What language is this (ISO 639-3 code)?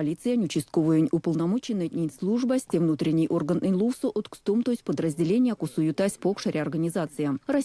myv